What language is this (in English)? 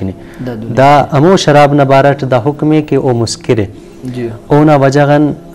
Brahui